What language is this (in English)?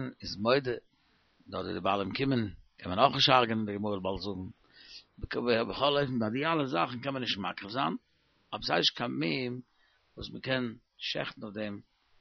Yiddish